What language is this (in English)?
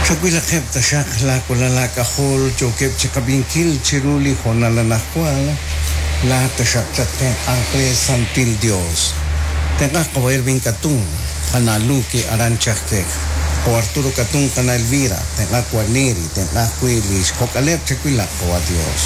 Kekchí